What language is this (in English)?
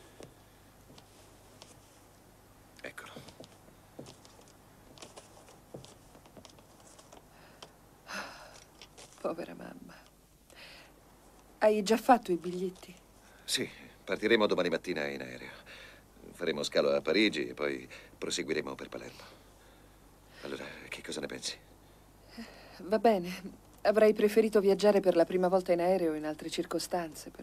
Italian